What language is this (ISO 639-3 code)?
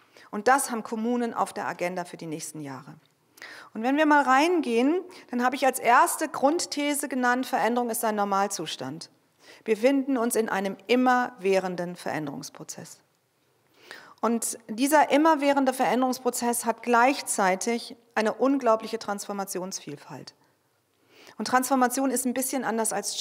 deu